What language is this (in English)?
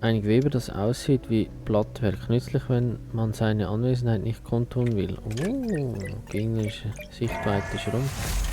Swiss German